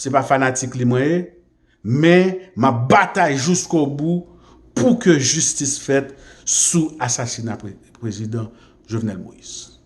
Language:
Haitian Creole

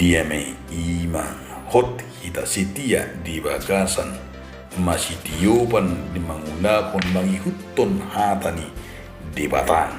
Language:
Batak Toba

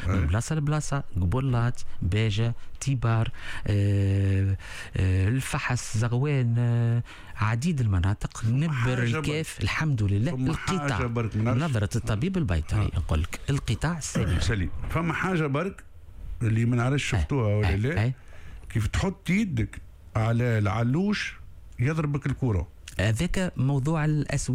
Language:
Tunisian Arabic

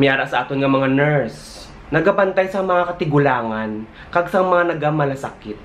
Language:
Hiligaynon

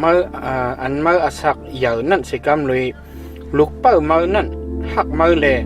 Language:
Shan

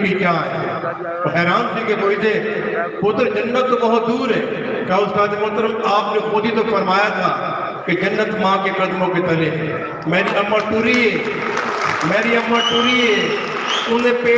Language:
Saraiki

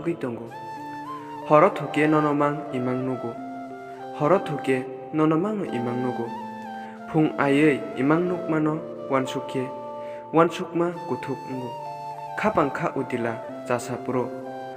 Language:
Kok Borok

